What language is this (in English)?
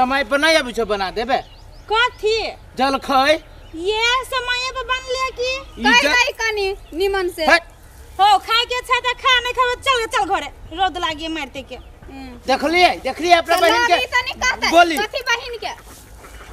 Maithili